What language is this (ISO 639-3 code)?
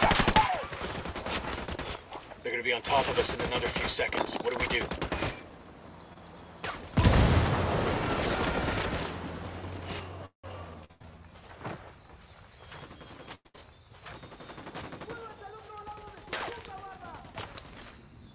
eng